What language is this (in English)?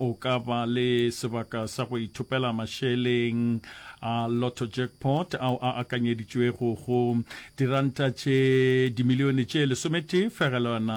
Northern Sotho